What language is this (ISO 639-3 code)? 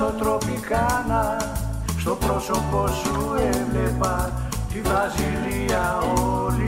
ell